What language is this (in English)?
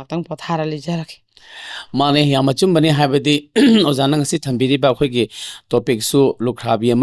Manipuri